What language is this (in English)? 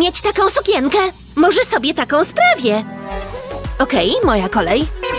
Polish